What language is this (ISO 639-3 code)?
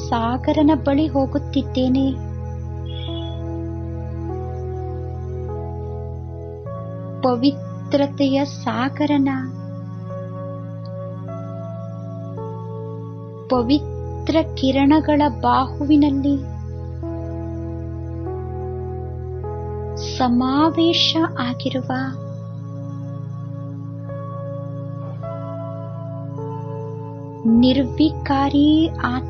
kan